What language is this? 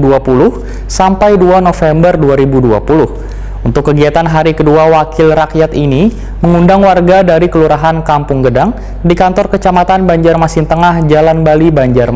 Banjar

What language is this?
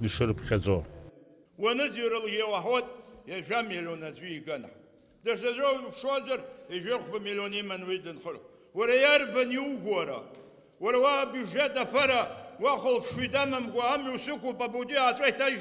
Abkhazian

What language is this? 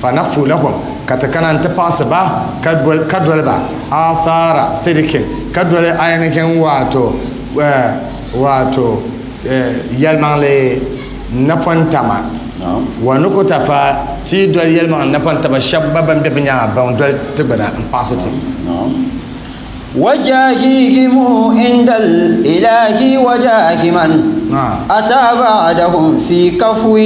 Dagbani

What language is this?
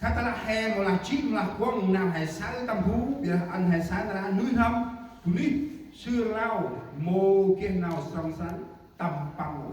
Central Mnong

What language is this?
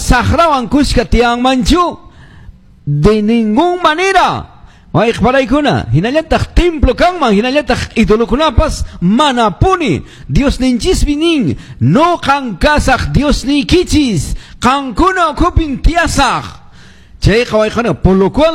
Quechua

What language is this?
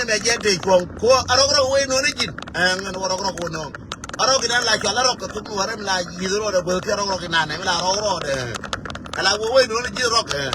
Nuer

